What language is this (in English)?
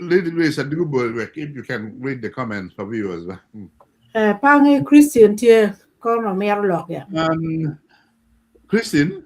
Acoli